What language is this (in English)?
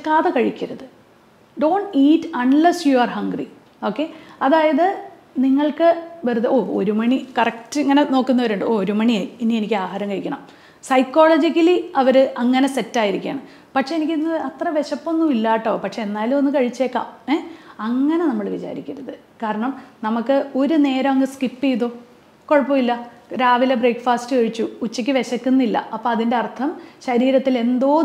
Malayalam